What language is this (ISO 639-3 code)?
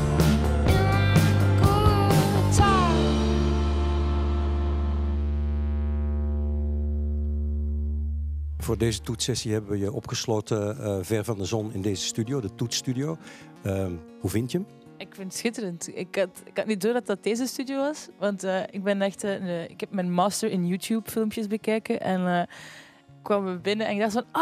nld